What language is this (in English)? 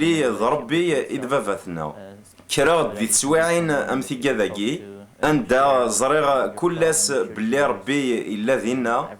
Kabyle